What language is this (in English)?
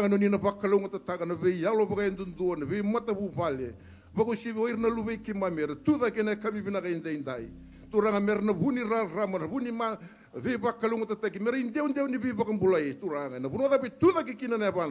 Fijian